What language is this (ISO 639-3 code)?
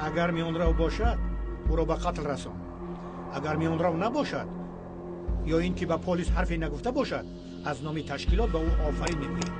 tgk